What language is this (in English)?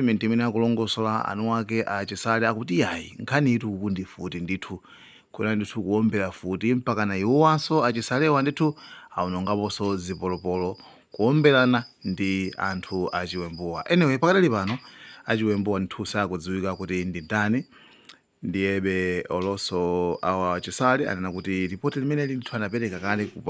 Nyanja